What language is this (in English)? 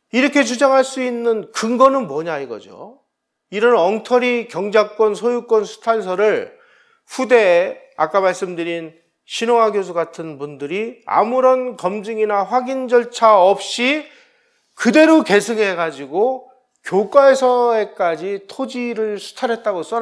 Korean